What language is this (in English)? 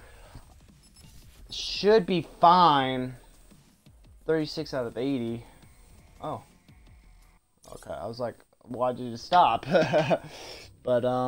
English